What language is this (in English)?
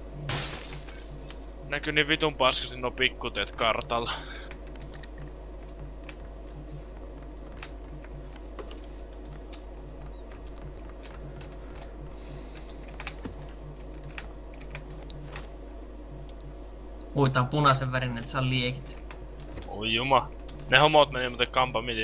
Finnish